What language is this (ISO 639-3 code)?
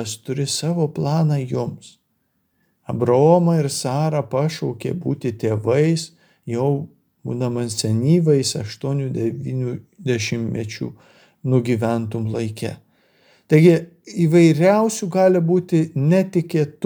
lit